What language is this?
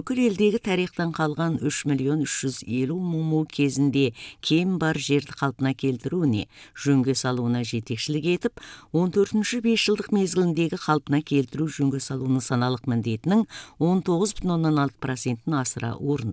Kazakh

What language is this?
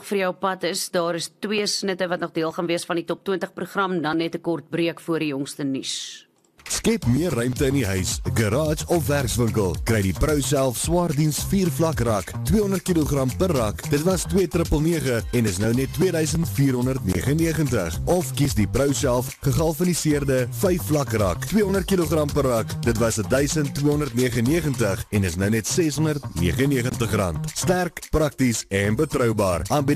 Afrikaans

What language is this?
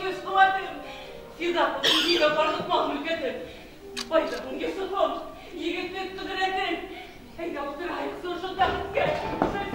Bashkir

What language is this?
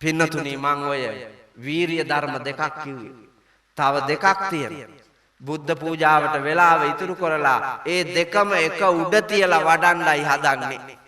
Sinhala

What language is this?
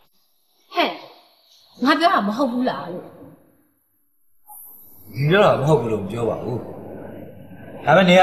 Burmese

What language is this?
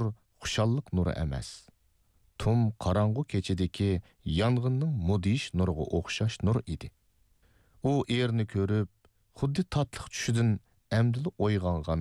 Uyghur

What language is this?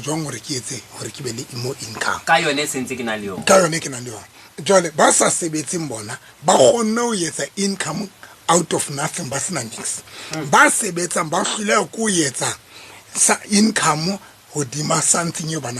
Southern Sotho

